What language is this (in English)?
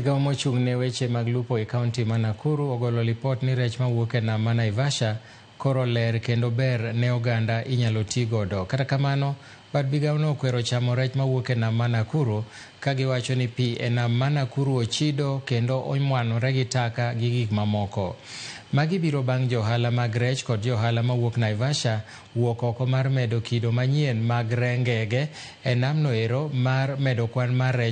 Luo (Kenya and Tanzania)